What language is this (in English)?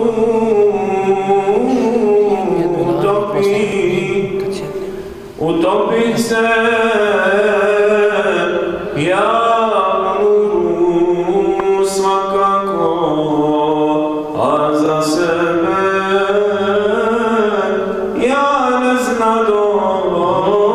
Bosnian